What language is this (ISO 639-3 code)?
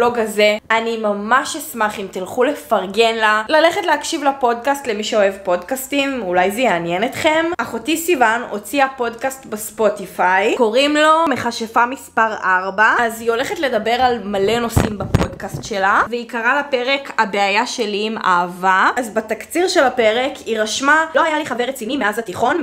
heb